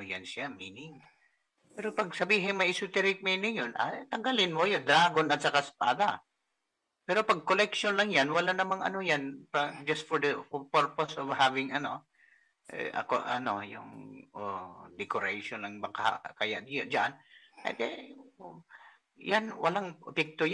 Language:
Filipino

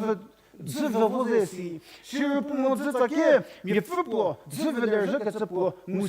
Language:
Angami Naga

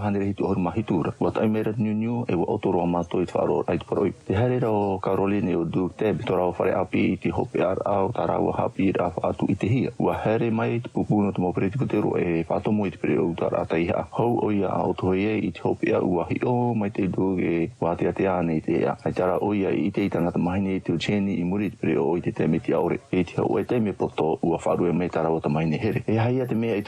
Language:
Tahitian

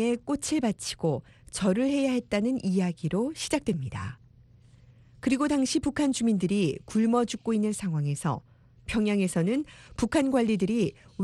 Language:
Korean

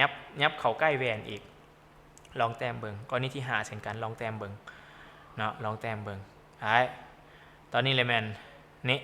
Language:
Lao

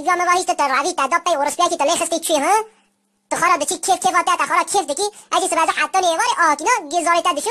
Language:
Kurdish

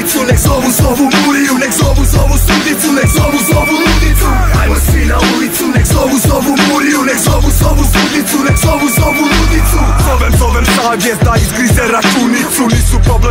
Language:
Croatian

